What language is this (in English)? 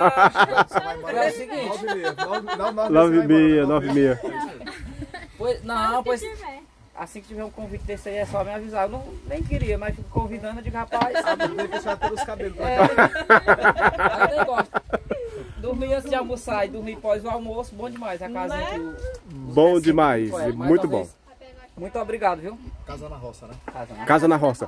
Portuguese